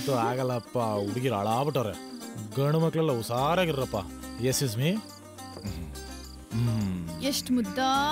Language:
Kannada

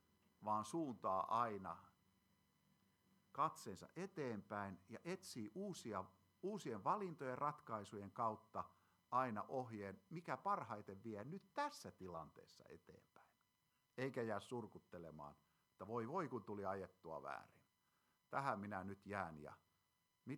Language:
Finnish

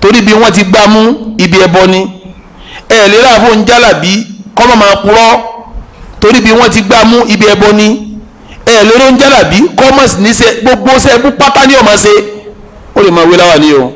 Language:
Yoruba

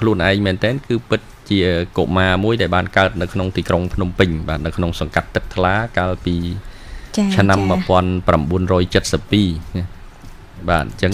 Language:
Khmer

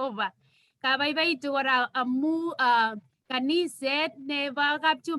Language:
Kalenjin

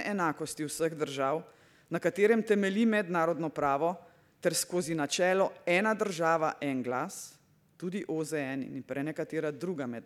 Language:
Slovenian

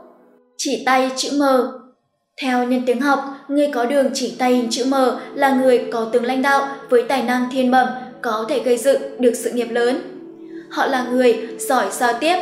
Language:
Vietnamese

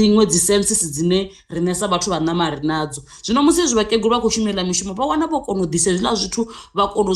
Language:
Venda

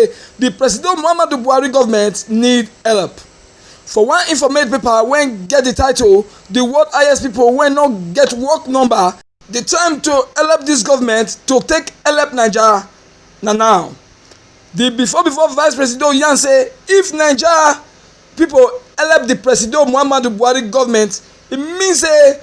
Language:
Nigerian Pidgin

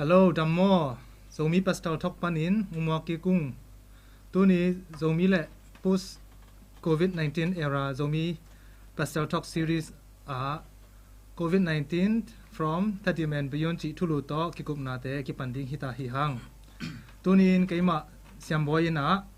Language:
Tedim Chin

